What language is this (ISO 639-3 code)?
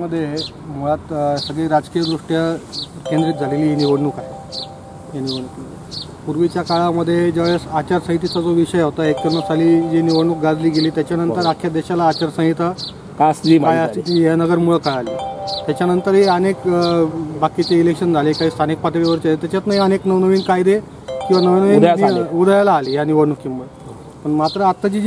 mar